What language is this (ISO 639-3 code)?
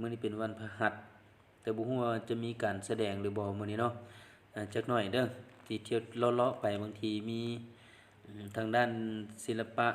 lao